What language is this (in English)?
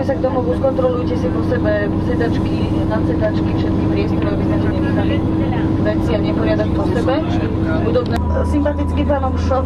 Slovak